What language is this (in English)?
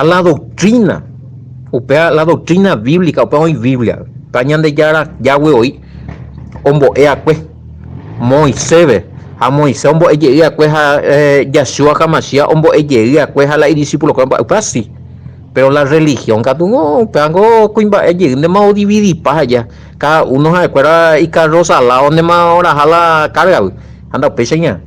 Guarani